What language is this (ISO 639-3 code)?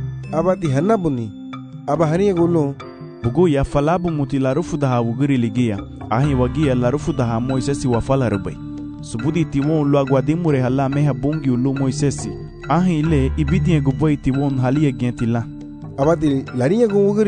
cab